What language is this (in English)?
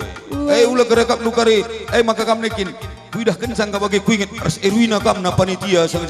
Batak Karo